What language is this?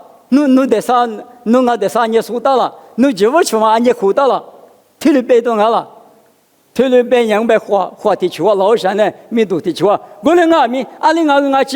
Lisu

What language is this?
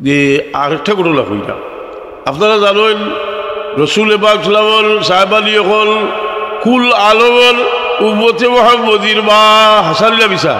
Sylheti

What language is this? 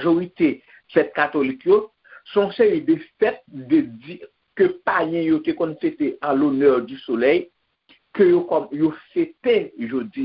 Haitian Creole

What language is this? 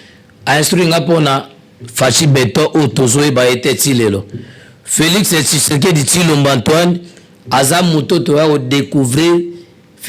Lingala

